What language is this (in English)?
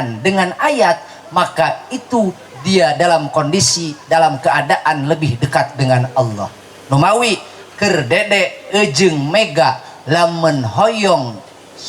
Sundanese